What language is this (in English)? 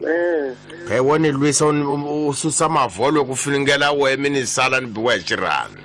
Tsonga